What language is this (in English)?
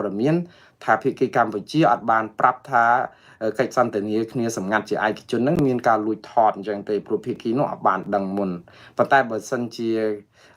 Khmer